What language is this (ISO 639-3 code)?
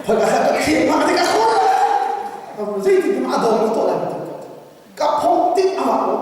cnh